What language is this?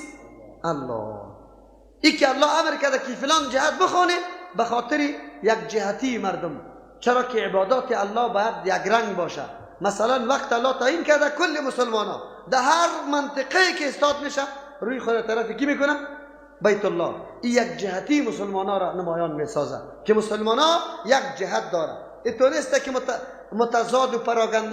Persian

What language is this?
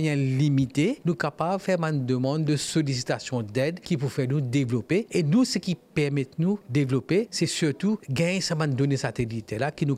Morisyen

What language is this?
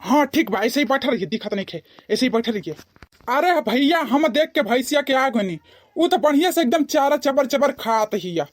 Bhojpuri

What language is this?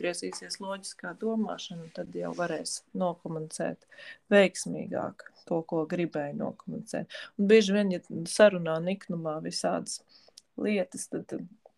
Latvian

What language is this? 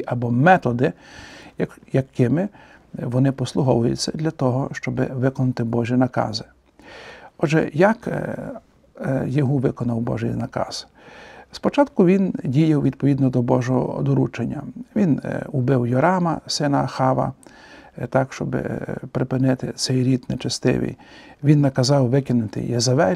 Ukrainian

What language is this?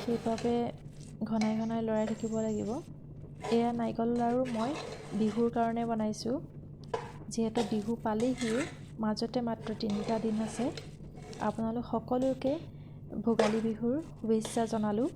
Assamese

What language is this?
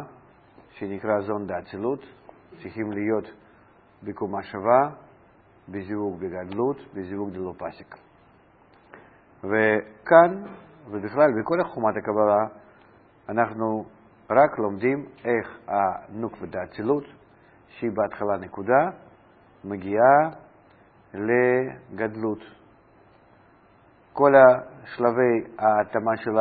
Hebrew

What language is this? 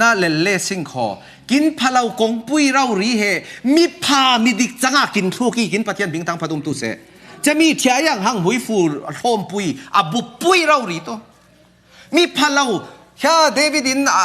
Falam Chin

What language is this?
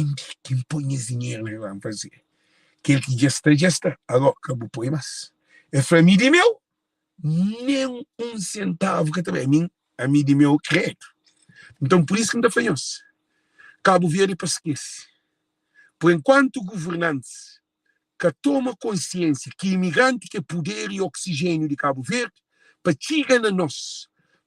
Kabuverdianu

